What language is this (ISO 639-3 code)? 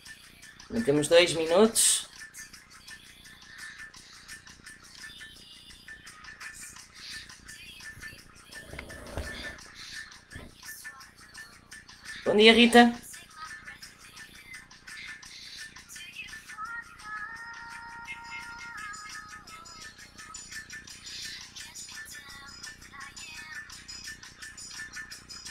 por